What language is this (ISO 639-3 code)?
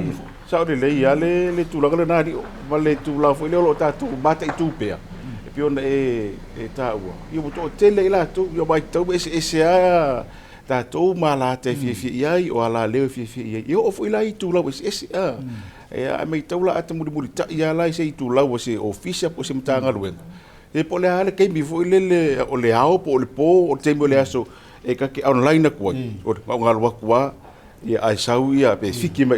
smo